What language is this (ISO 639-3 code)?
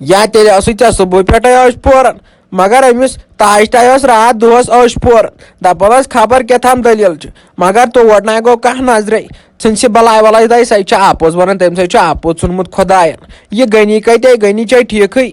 kas